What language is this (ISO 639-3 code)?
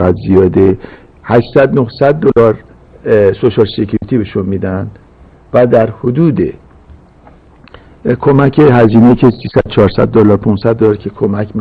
fas